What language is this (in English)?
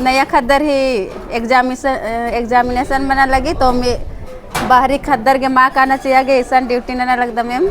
Kurukh